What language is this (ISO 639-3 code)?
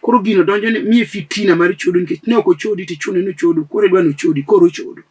luo